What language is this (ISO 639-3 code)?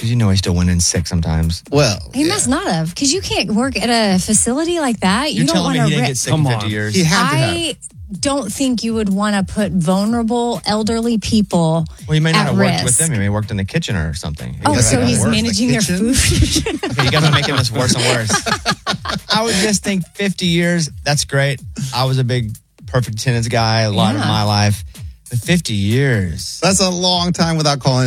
eng